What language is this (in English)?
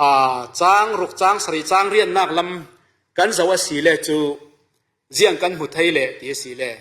Falam Chin